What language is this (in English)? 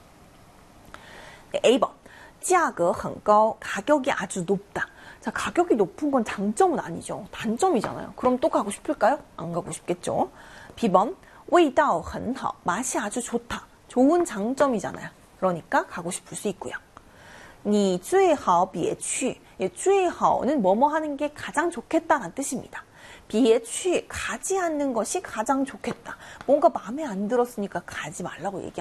Korean